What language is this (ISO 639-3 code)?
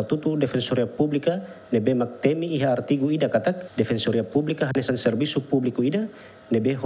tet